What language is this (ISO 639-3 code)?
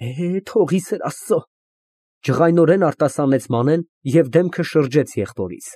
hye